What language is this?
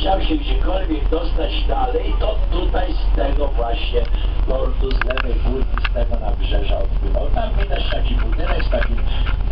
Polish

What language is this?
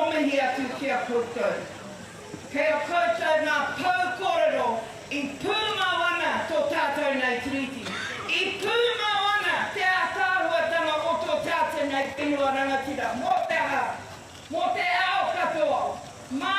Māori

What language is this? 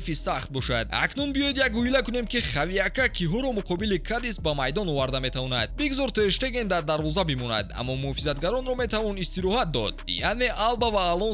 Tajik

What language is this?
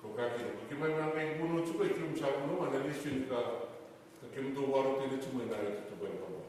Fijian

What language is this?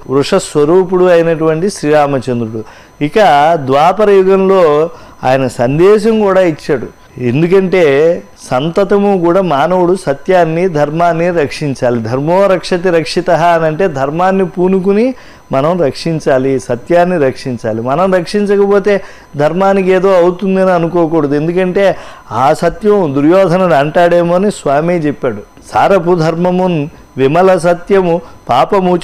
Telugu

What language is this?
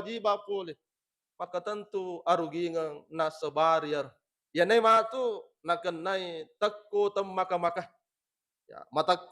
Buginese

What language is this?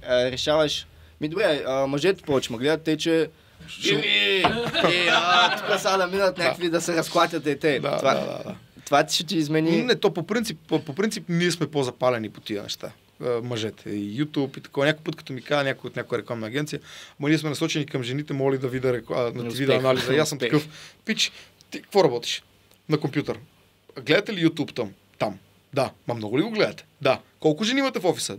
Bulgarian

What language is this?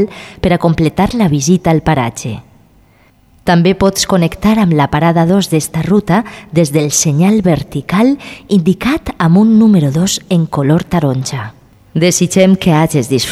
Catalan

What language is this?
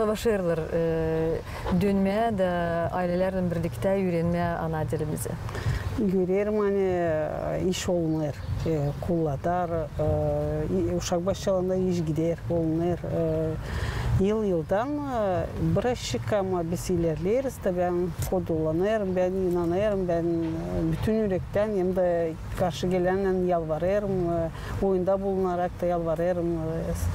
Gagauz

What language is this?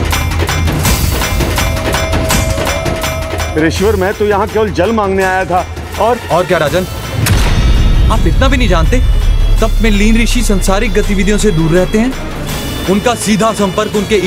Hindi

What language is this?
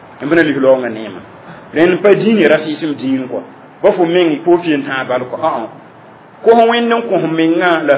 Mossi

